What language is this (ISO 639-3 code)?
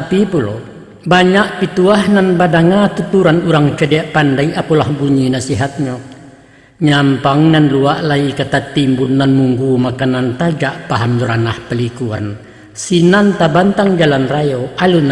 min